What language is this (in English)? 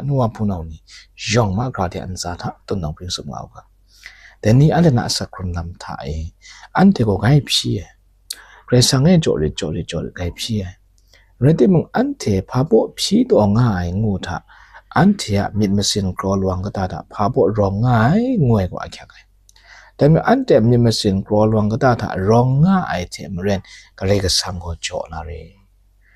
Kachin